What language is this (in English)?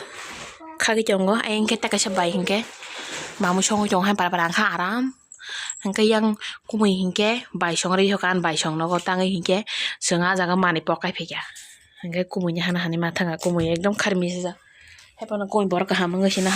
Kok Borok